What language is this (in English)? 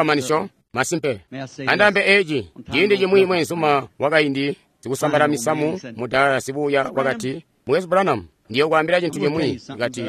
Tonga (Zambia)